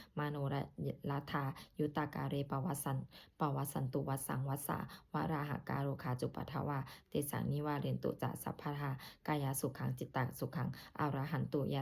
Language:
Pali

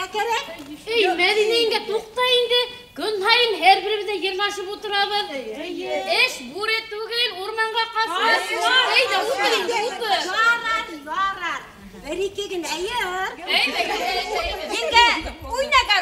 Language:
Bashkir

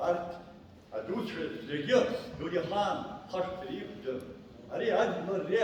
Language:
Abkhazian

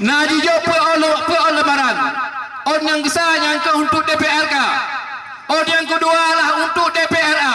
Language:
Achinese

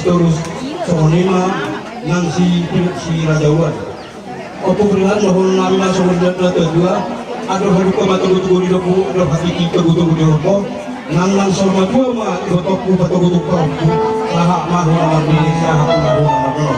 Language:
Batak Toba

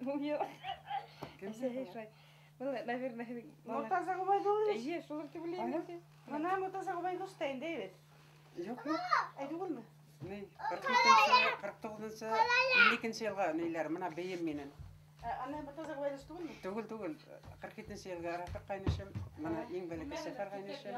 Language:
Bashkir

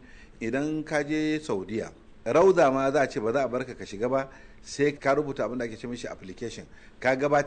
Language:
Hausa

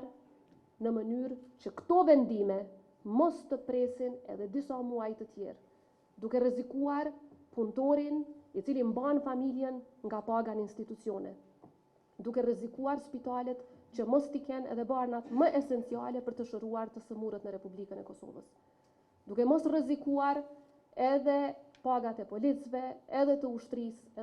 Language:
Albanian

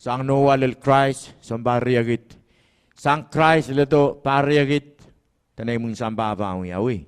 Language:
Pohnpeian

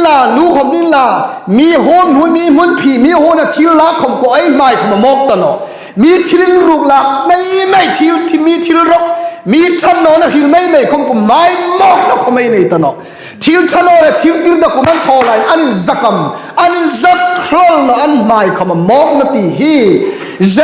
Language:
Hmar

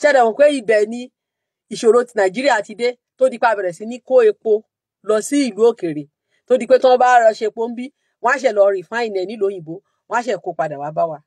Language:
Yoruba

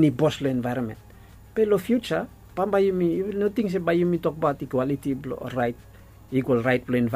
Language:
Bislama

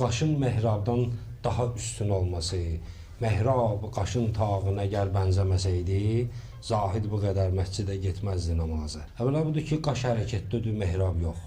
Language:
Azerbaijani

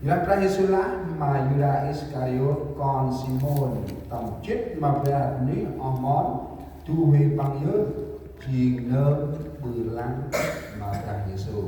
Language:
Central Mnong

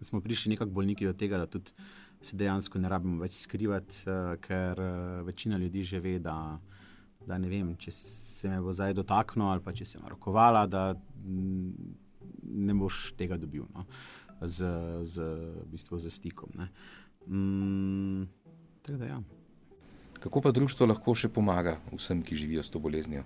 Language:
Slovenian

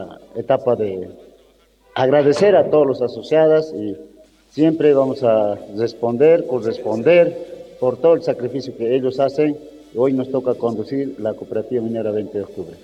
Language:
Spanish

